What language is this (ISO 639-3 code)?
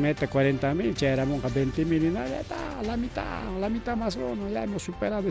quy